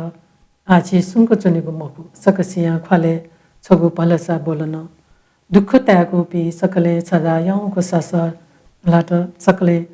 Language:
Newari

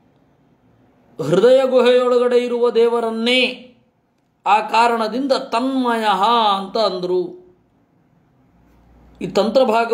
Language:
Kannada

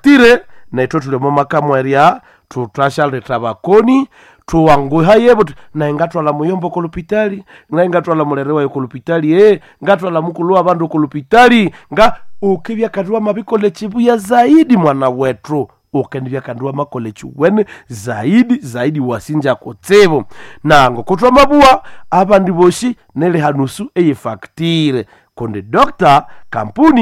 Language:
Nande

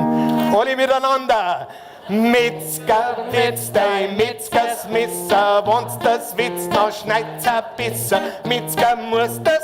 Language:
Bavarian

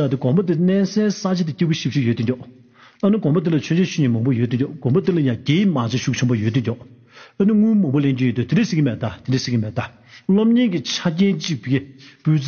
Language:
Tibetan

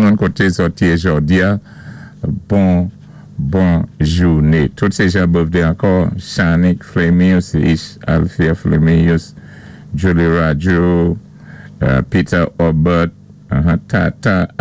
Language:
Saint Lucian Creole French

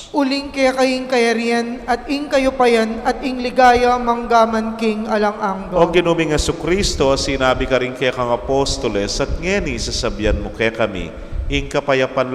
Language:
Pampanga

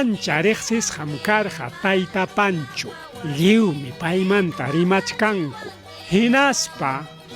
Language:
Ayacucho Quechua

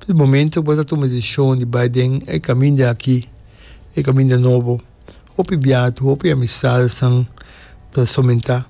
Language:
Papiamento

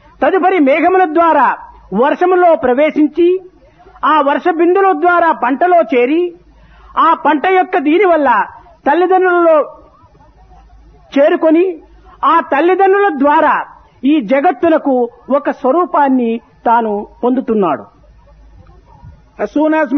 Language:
Telugu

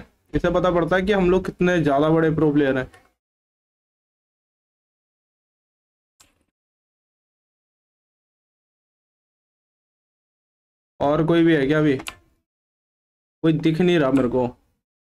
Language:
Hindi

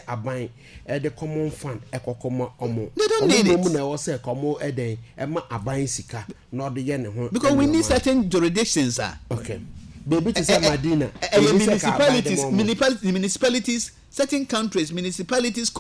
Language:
Akan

